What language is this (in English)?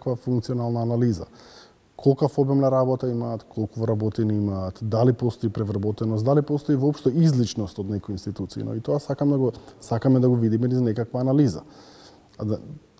Macedonian